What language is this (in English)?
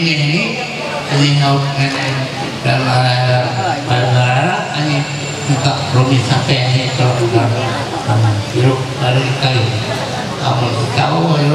Ma'anyan